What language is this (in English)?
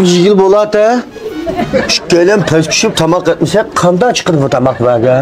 Uyghur